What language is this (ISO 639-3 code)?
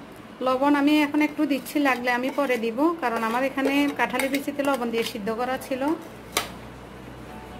ben